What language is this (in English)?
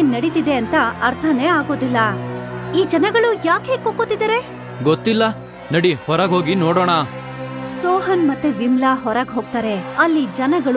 Kannada